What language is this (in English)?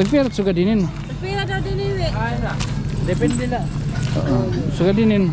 Waray